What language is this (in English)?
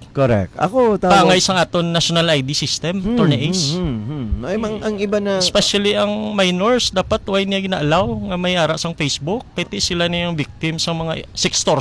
Hiligaynon